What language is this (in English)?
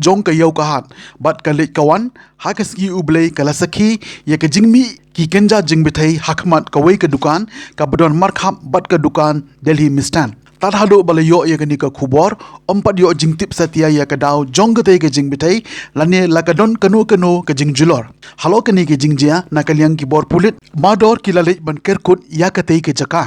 Khasi